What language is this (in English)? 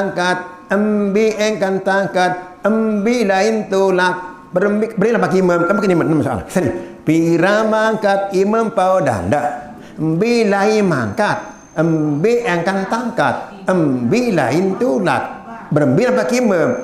Sasak